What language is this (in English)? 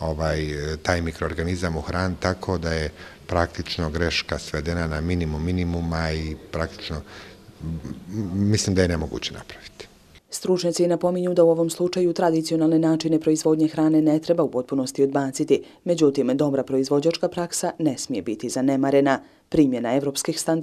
Croatian